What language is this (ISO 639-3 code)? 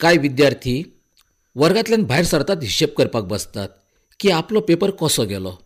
kok